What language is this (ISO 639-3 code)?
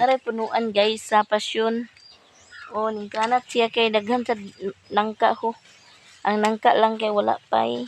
ceb